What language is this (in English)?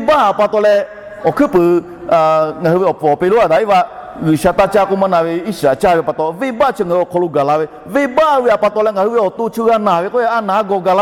Lahu